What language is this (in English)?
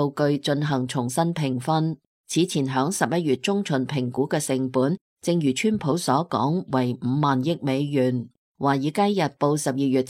Cantonese